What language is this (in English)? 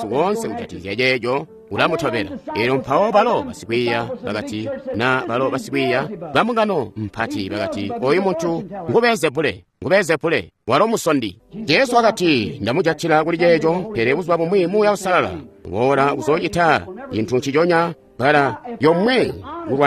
Tonga (Zambia)